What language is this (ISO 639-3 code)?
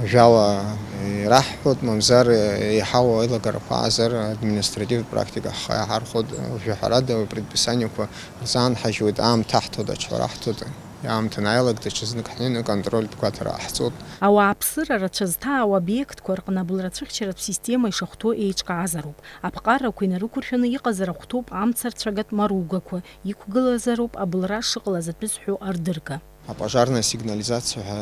abk